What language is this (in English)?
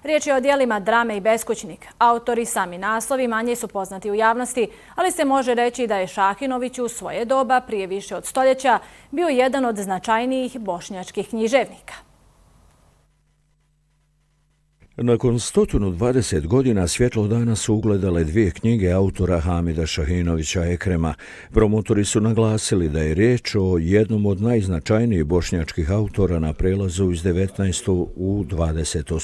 Bosnian